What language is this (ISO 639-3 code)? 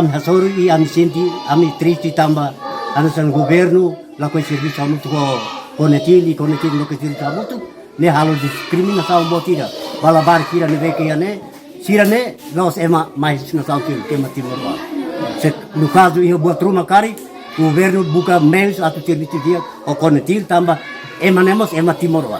tet